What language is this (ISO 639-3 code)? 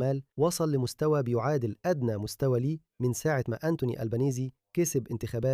arz